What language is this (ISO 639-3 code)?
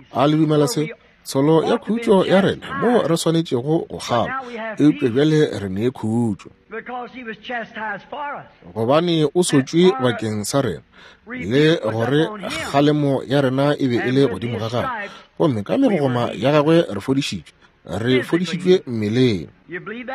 nso